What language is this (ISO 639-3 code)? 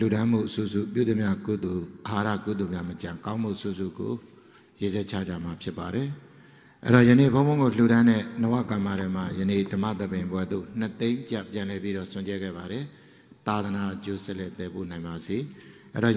mya